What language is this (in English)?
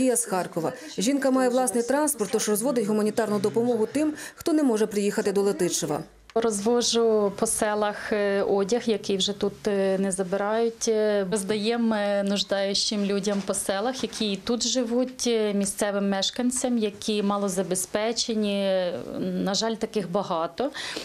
Ukrainian